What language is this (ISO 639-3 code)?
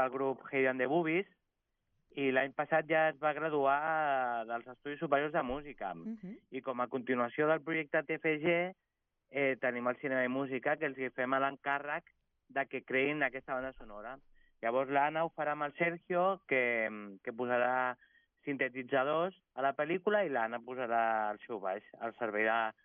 cat